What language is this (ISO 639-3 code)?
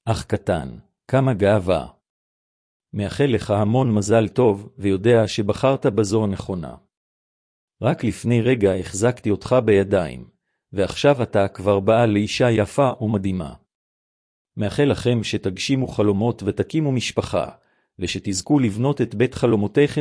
heb